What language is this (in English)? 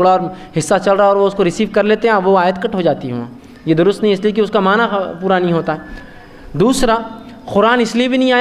Urdu